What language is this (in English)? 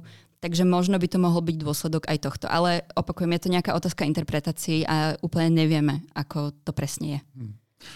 Slovak